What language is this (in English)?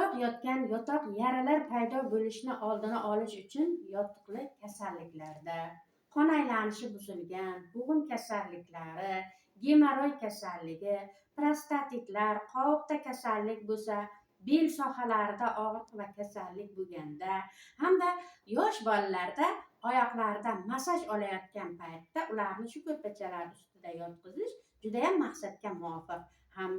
Uzbek